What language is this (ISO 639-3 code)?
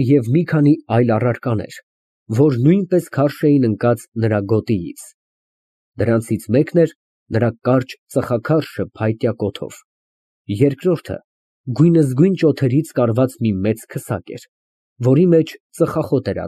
hye